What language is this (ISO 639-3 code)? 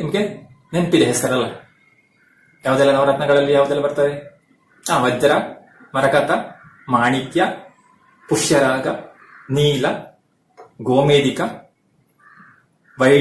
kan